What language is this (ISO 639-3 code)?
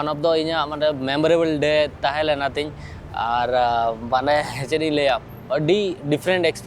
sat